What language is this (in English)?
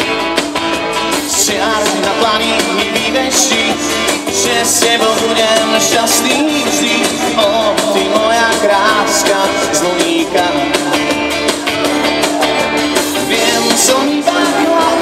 Slovak